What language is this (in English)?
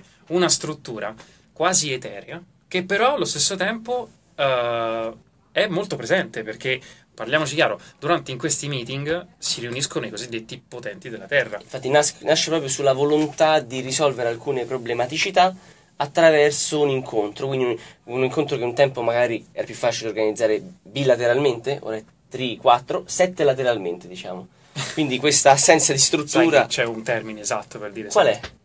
Italian